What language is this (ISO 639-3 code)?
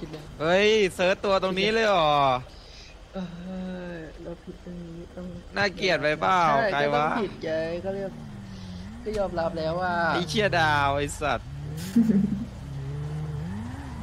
tha